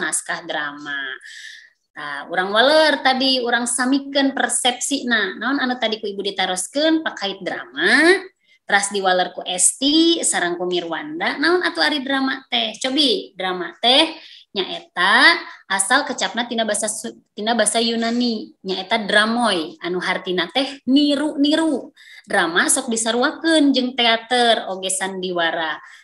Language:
Sundanese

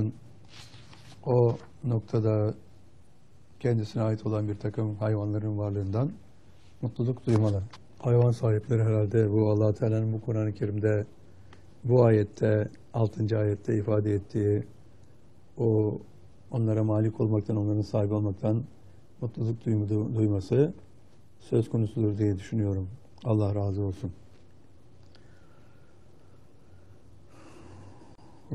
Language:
Turkish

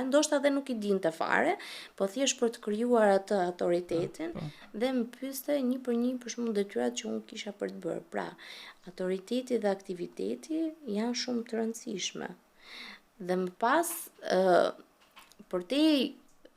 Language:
Albanian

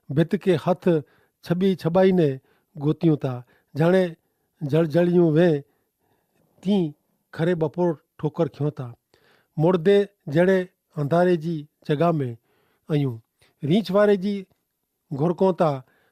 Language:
Kachhi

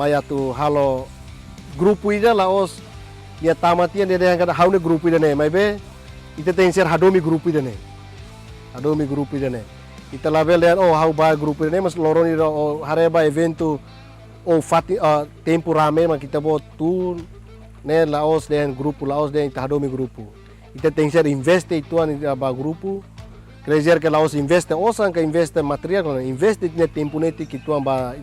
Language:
Tetum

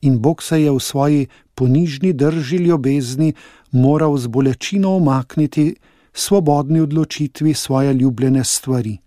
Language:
Slovenian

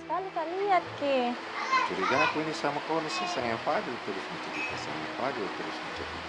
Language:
Makassar Malay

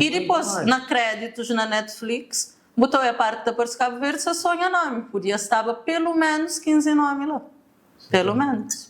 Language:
Kabuverdianu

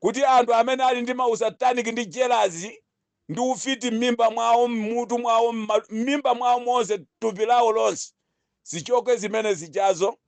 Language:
Nyanja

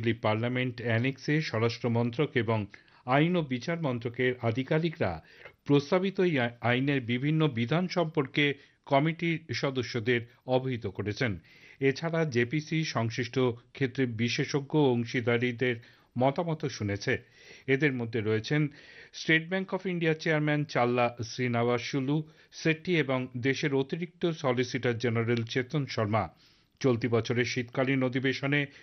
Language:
Bangla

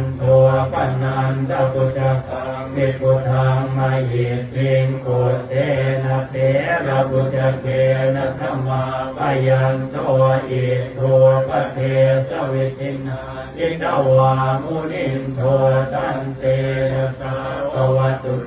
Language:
Pali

